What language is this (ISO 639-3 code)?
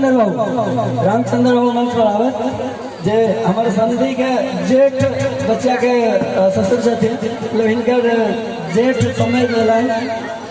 mai